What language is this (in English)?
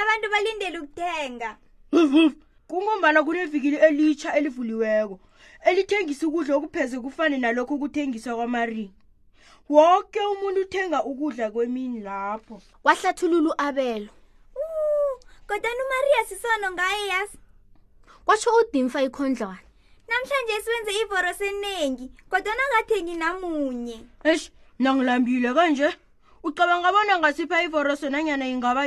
South Ndebele